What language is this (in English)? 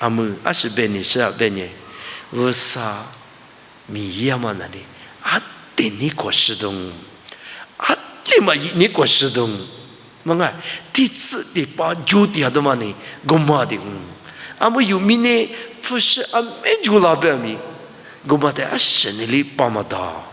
Lisu